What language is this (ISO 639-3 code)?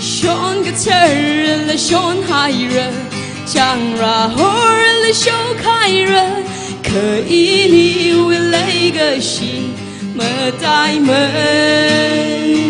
nmf